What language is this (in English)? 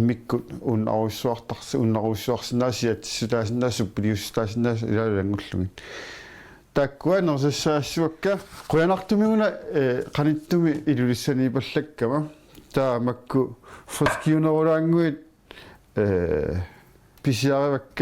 Kalaallisut